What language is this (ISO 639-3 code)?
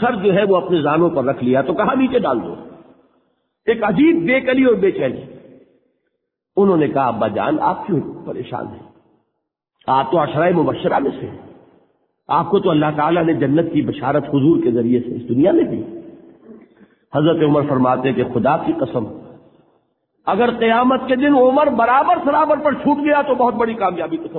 urd